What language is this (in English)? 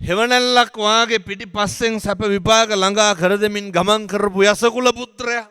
Sinhala